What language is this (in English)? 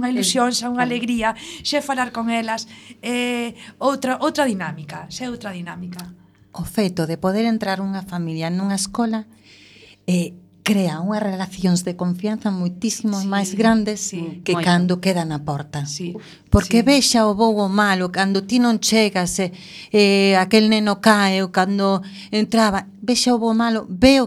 Galician